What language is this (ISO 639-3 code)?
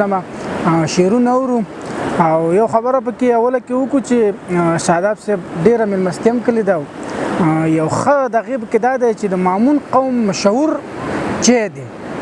pus